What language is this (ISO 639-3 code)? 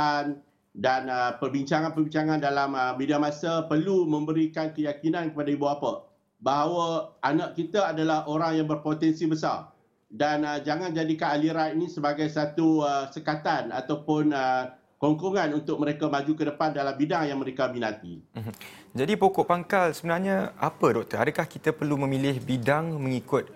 msa